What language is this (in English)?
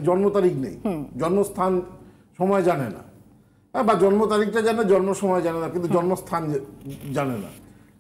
Bangla